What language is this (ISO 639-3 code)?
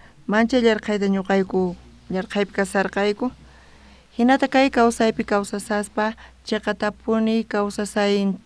quh